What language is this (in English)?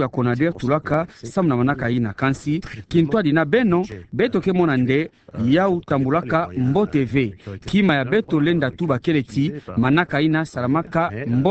Kituba (Democratic Republic of Congo)